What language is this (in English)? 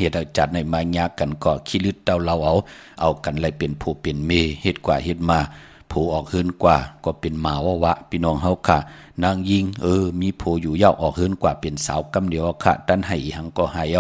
Shan